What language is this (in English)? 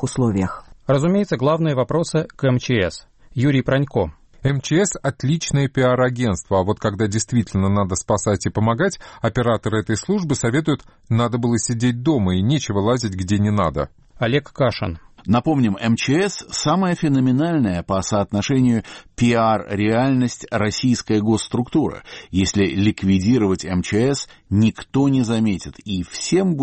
Russian